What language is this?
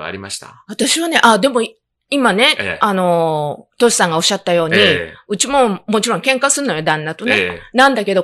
Japanese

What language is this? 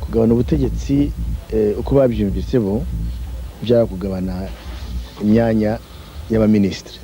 Kinyarwanda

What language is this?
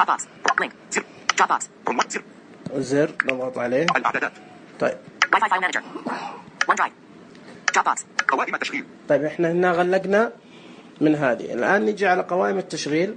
Najdi Arabic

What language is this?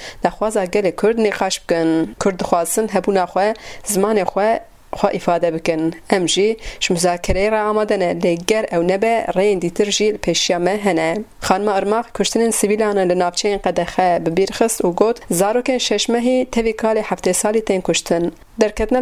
Kurdish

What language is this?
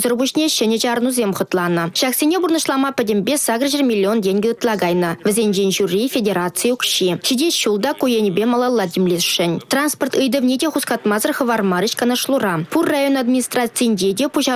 Chuvash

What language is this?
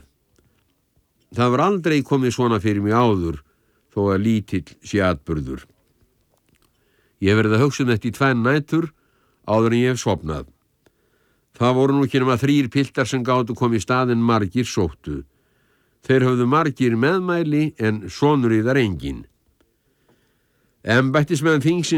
Icelandic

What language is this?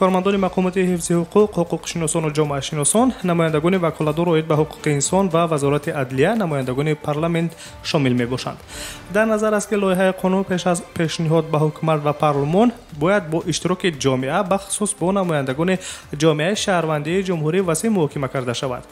Tajik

